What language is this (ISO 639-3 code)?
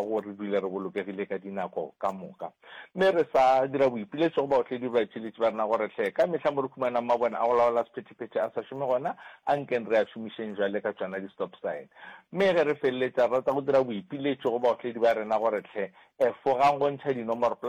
nso